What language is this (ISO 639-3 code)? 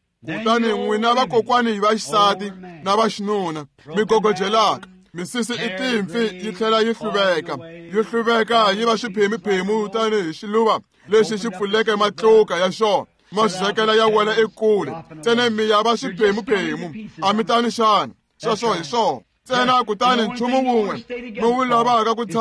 tso